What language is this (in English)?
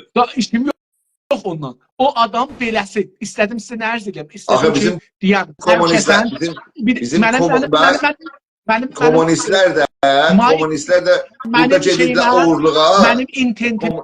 South Azerbaijani